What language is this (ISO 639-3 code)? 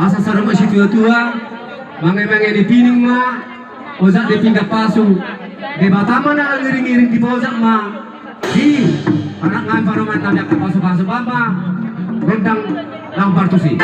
bbc